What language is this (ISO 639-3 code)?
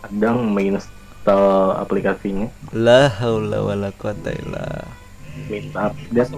bjn